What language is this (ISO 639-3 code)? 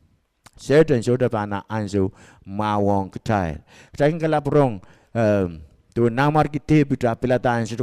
pon